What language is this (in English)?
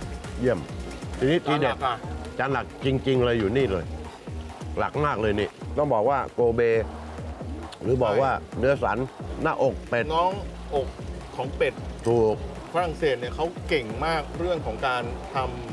Thai